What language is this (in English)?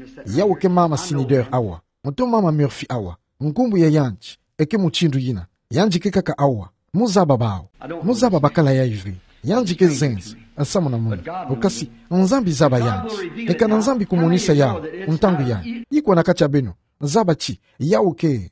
Kituba (Democratic Republic of Congo)